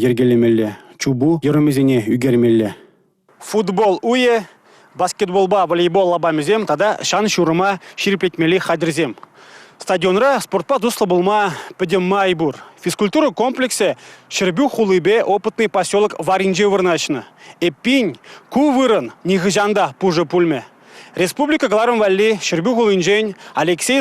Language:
Chuvash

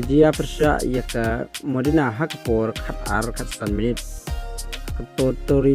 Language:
Khasi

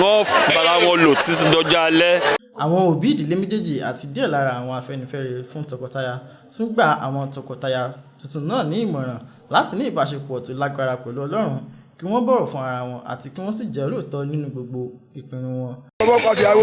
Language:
Yoruba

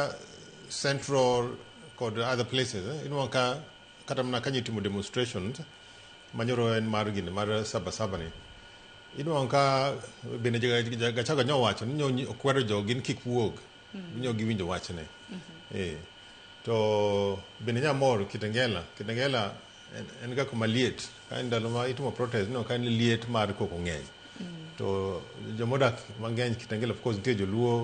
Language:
Luo (Kenya and Tanzania)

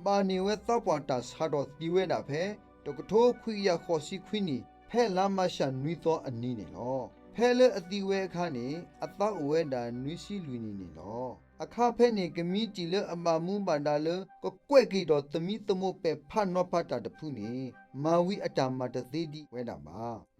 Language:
S'gaw Karen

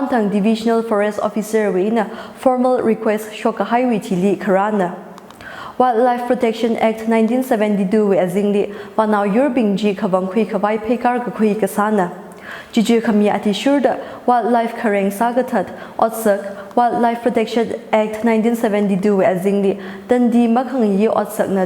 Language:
Tangkhul Naga (India)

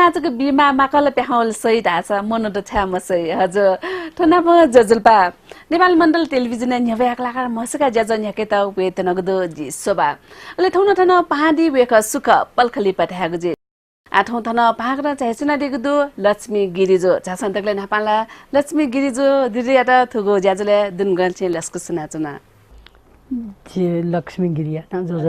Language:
Newari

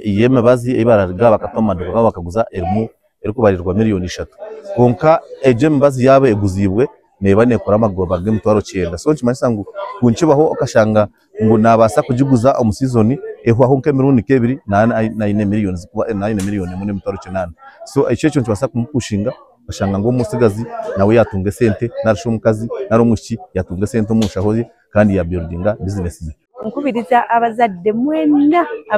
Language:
Nyankole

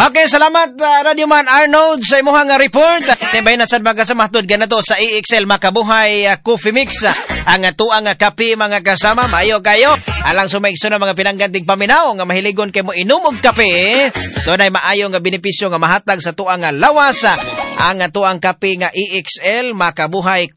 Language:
Cebuano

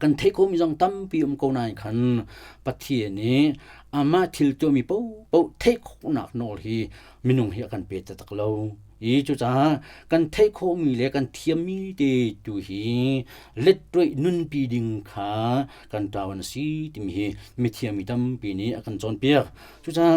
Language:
Hakha Chin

